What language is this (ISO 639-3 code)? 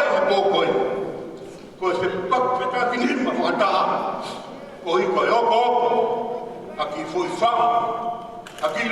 ton